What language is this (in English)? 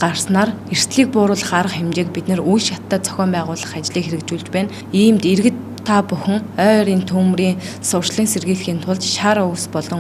Mongolian